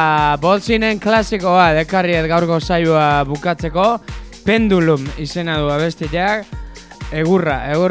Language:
Basque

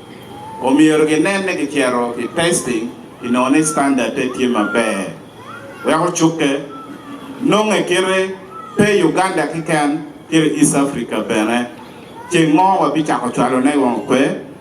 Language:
Acoli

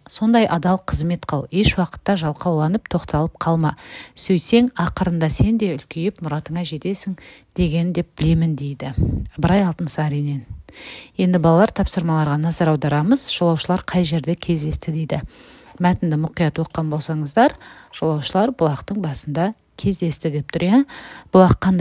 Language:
Kazakh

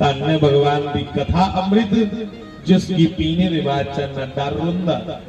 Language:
Dogri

